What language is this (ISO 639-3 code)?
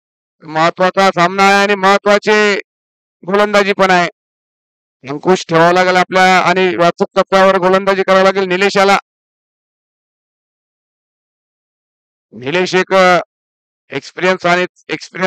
mar